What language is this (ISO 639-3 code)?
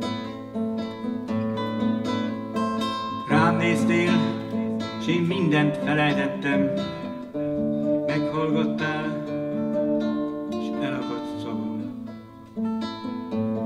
hun